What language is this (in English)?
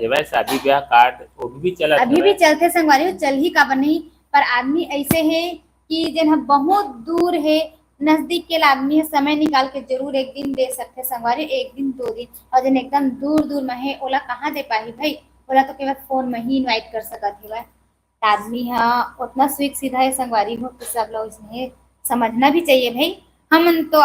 Chhattisgarhi